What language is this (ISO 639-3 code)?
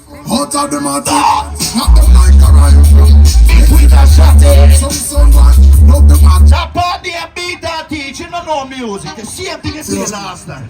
jam